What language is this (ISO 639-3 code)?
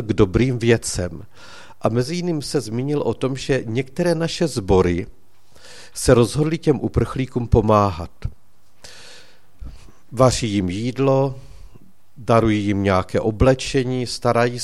ces